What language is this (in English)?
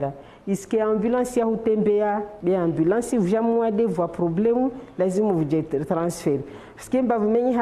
Ngazidja Comorian